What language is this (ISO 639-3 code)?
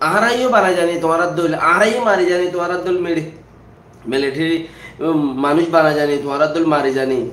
rhg